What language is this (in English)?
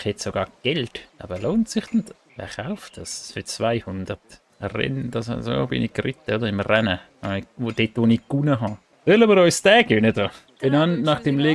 Swiss German